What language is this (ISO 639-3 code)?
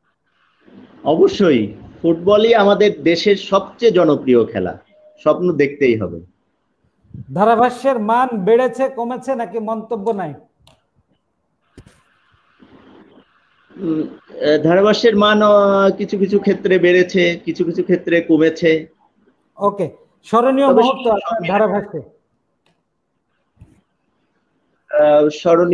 ben